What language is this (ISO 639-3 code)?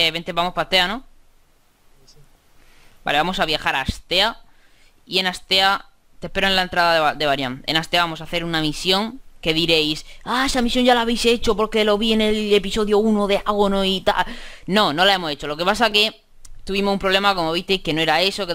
spa